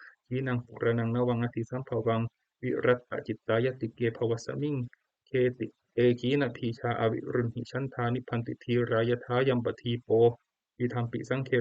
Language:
Pali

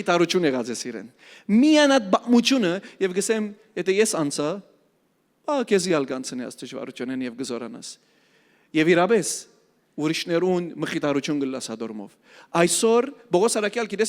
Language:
Western Armenian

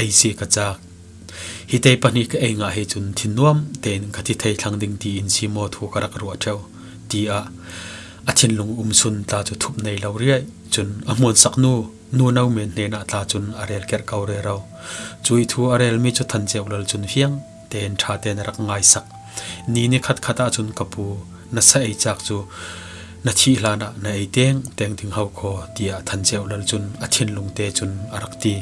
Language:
Falam Chin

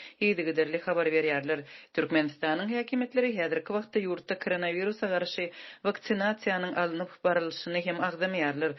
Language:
Turkmen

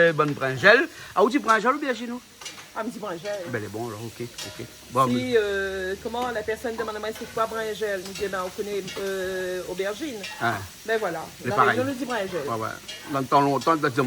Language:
Réunion Creole French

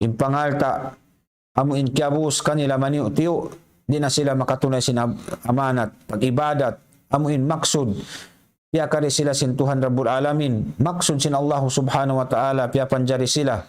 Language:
Tausug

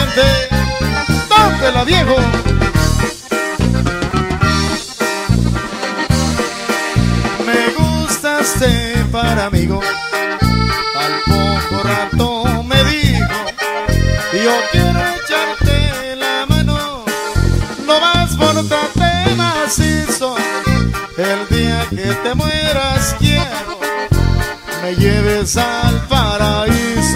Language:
Spanish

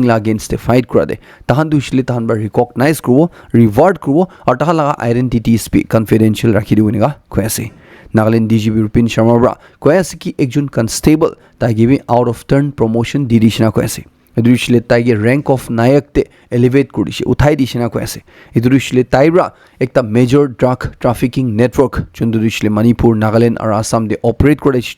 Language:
Naga Pidgin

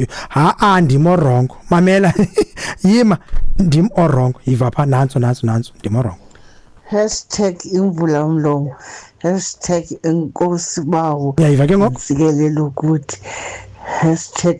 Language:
Xhosa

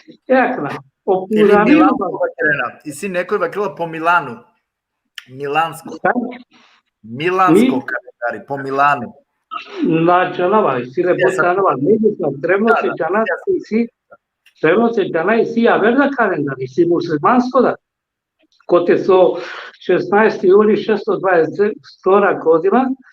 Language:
Balkan Romani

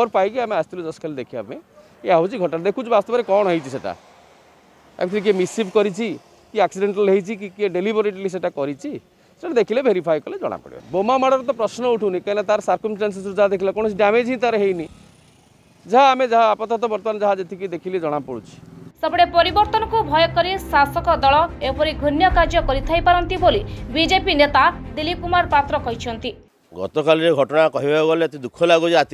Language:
Odia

